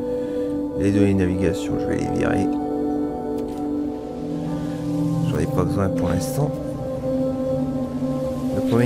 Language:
French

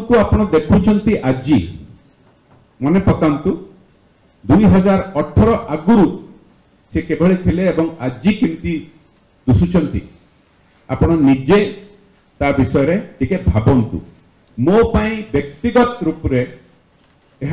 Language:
Odia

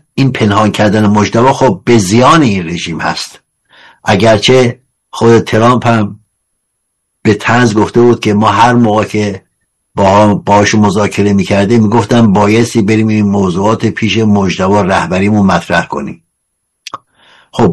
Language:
Persian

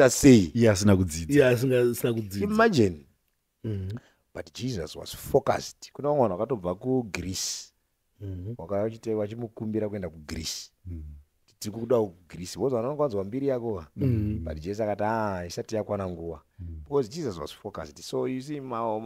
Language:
Shona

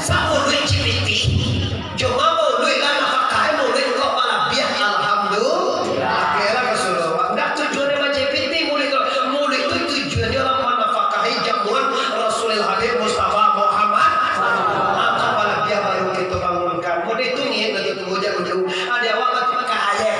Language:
Minangkabau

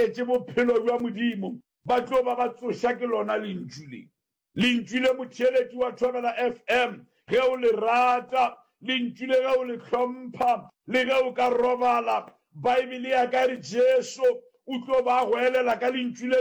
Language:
Northern Sotho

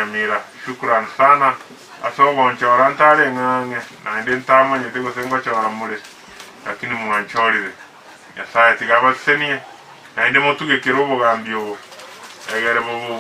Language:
Gusii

